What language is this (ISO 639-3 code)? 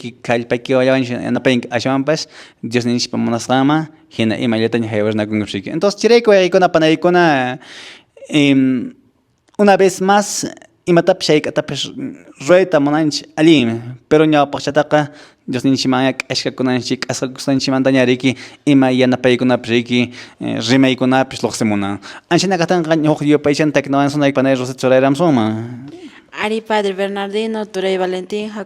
que